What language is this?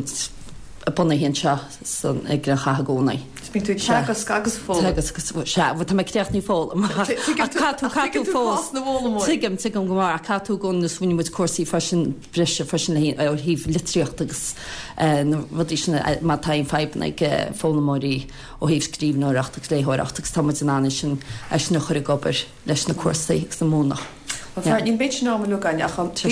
Irish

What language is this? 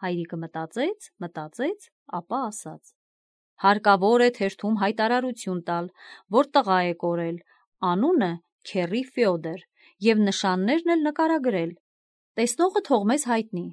Armenian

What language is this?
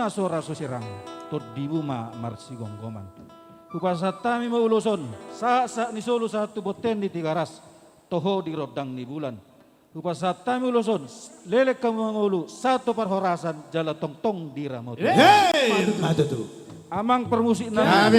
Batak Simalungun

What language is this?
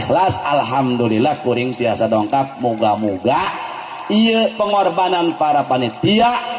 Sundanese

